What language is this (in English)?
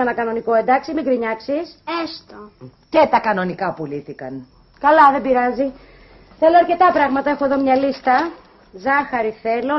Greek